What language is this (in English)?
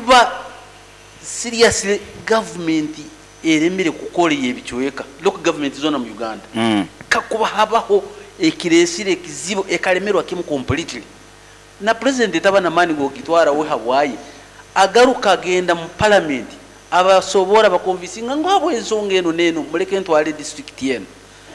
Nyoro